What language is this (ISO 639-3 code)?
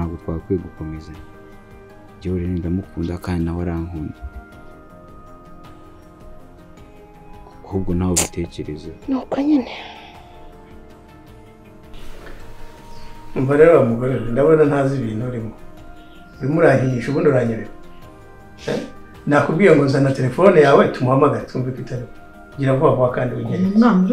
kin